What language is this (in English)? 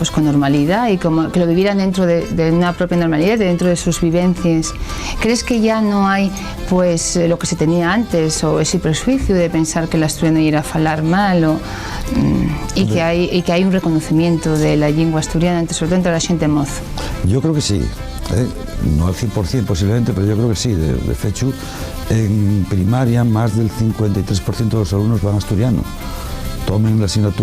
Asturian